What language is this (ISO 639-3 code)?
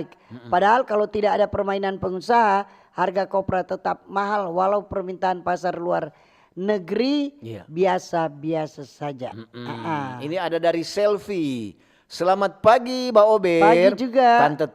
xmm